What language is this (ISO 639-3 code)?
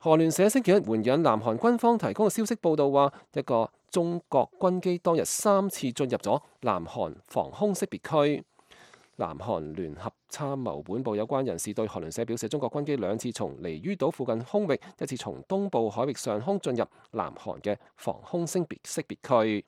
yue